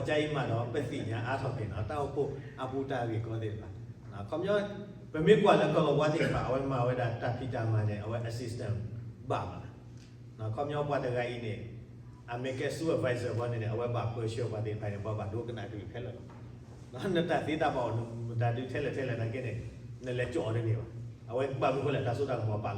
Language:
S'gaw Karen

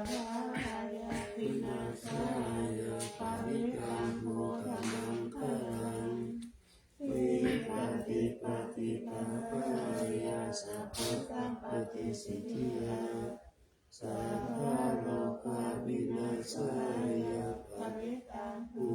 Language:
Pali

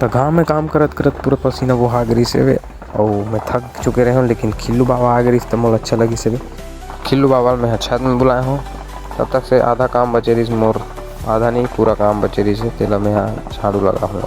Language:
Chhattisgarhi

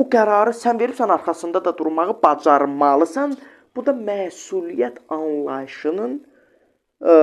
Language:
Azerbaijani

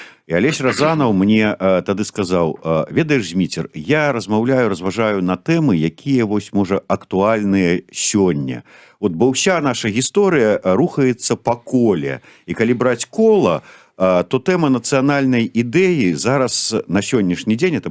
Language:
Belarusian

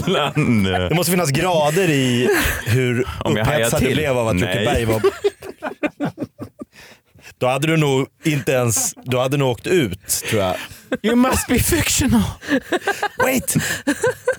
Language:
Swedish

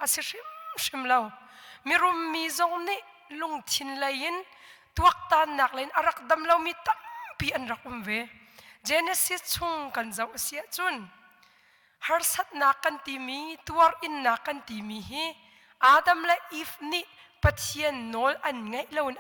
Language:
Hakha Chin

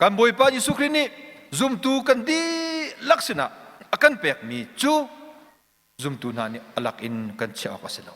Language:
Hakha Chin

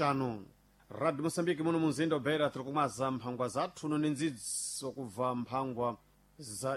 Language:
Sena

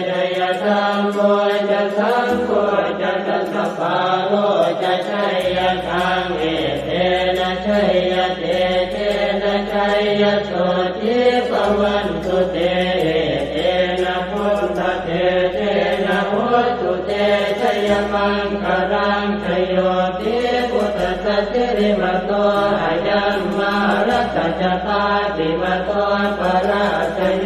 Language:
Pali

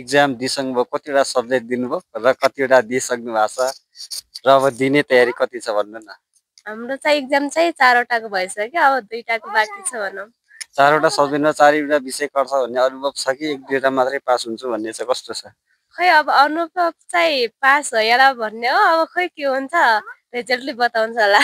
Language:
Nepali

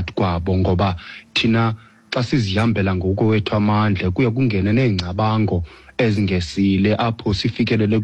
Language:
Xhosa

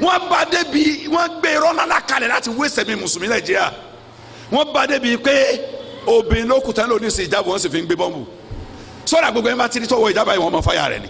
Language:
Yoruba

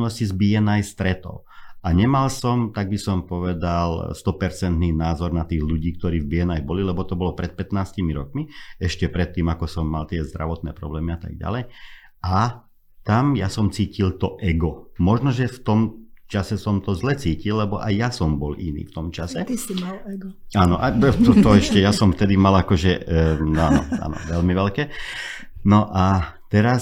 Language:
Slovak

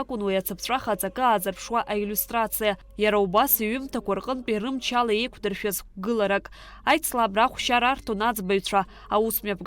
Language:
Abkhazian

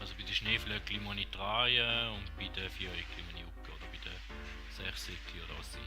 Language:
Swiss German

